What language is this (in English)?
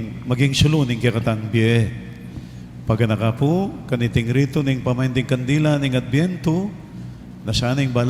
Pampanga